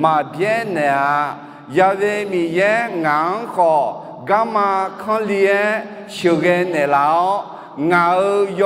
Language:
Akha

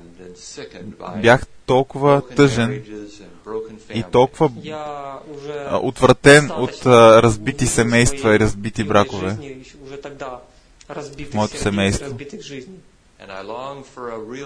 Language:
Bulgarian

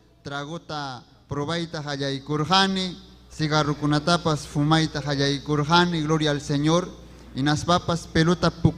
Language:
Ayacucho Quechua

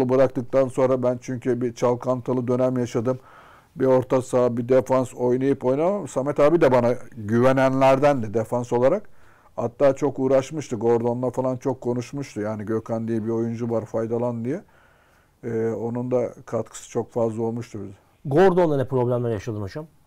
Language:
Turkish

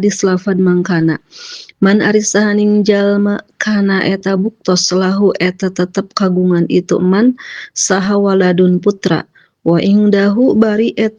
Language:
Sundanese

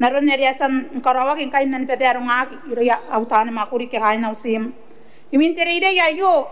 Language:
Gilbertese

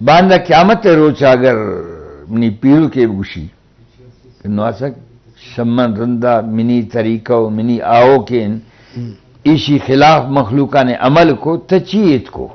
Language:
Eastern Balochi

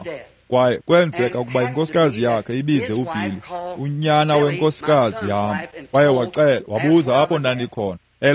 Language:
Xhosa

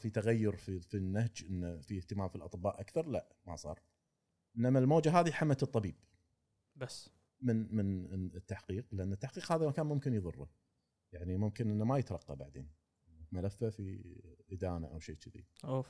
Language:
Gulf Arabic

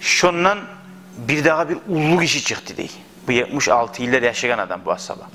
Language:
Kumyk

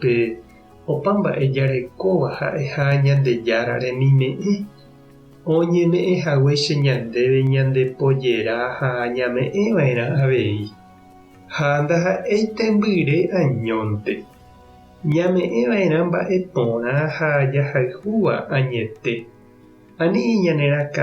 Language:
Guarani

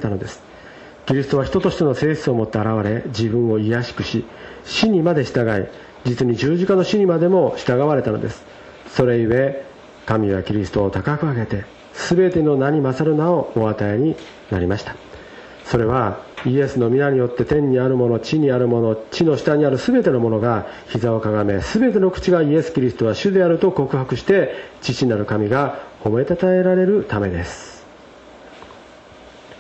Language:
Japanese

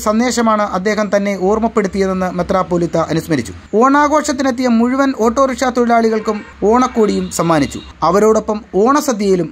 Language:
Malayalam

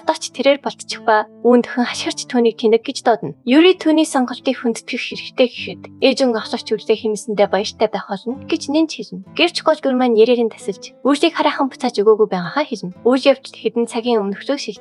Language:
Mongolian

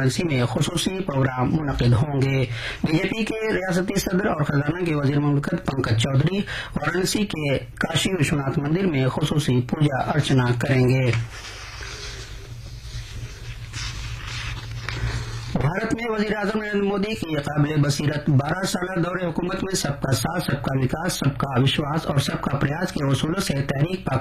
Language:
Urdu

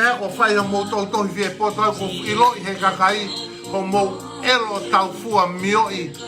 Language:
Tongan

